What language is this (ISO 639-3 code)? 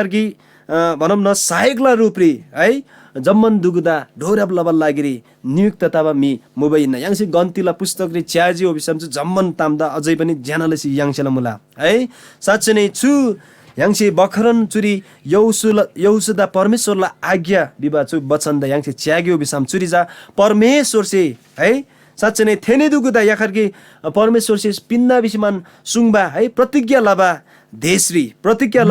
taj